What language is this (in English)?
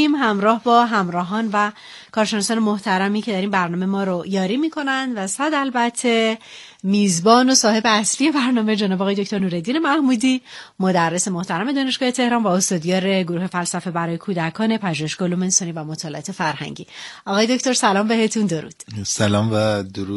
Persian